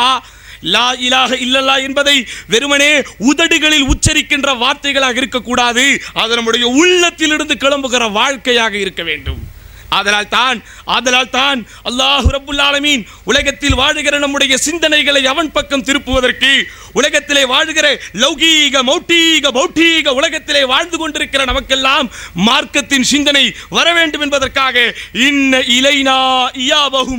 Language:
Tamil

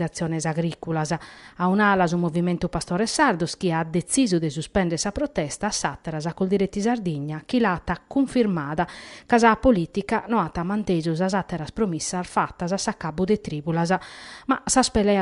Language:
Sardinian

